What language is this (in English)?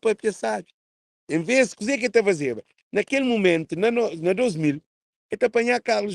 Kabuverdianu